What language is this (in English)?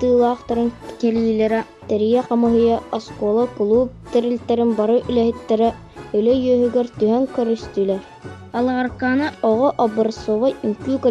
Yakut